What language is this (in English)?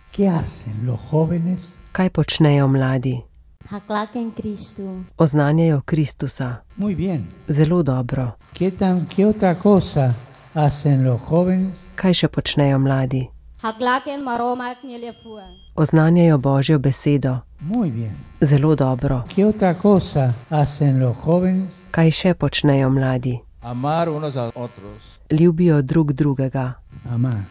Slovenian